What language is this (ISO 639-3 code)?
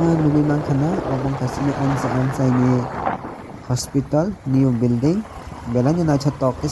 trp